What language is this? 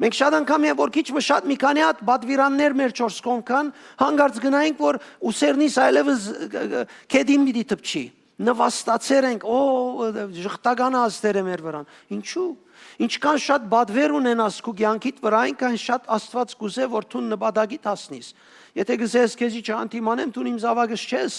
Western Armenian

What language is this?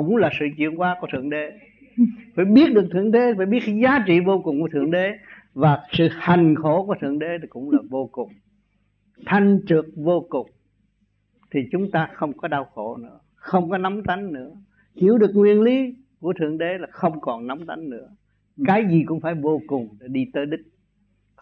Vietnamese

